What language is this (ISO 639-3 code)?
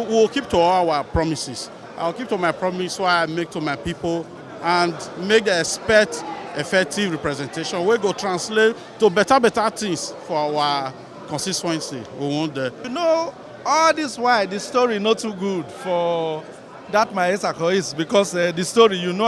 pcm